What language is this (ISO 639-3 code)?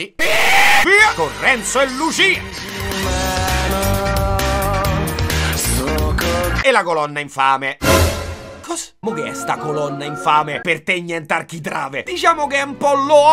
ita